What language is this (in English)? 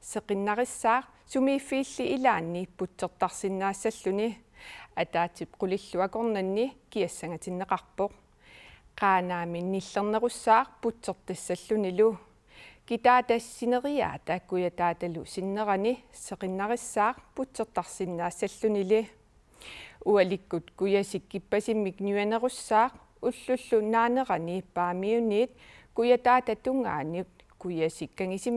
Kalaallisut